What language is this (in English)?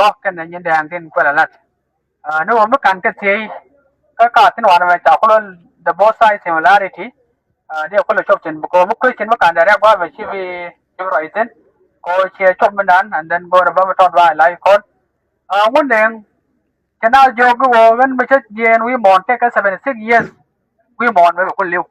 Nuer